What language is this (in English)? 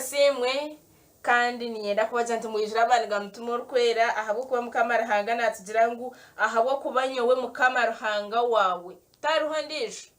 Nyankole